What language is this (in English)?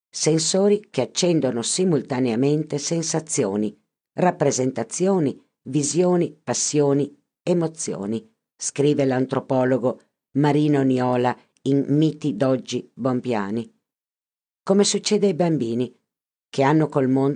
Italian